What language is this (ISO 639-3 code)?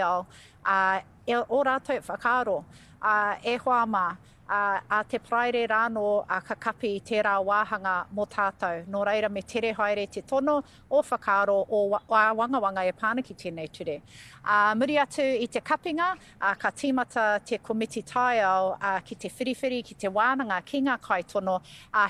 mri